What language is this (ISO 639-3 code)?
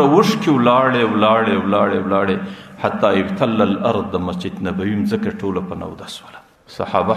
pus